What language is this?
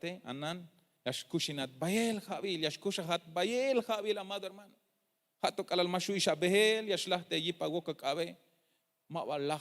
Tzeltal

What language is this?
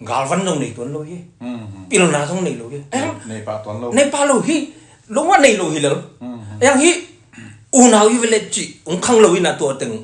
Tedim Chin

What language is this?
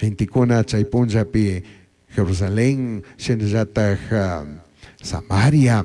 Chimborazo Highland Quichua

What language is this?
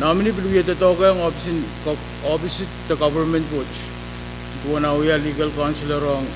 Pohnpeian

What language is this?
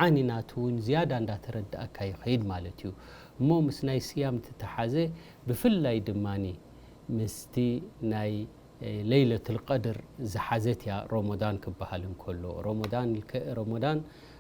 Tigrinya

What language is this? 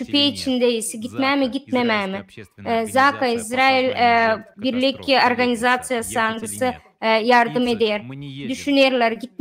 Gagauz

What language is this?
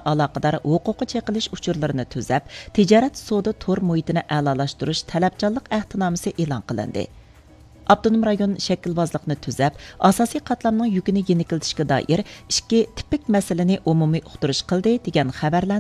Uyghur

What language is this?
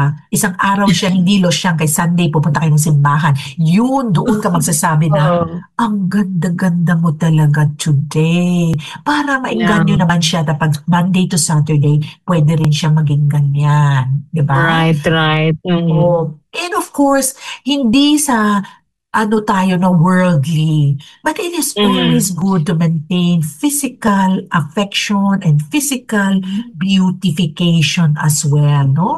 Filipino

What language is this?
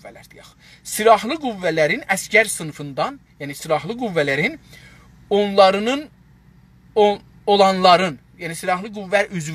South Azerbaijani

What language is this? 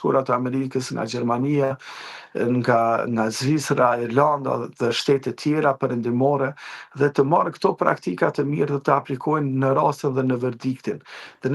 Albanian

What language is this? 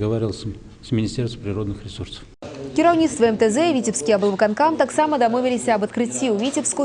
Belarusian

